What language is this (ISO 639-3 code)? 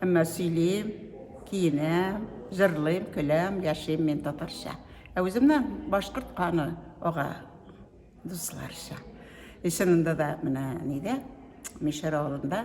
bak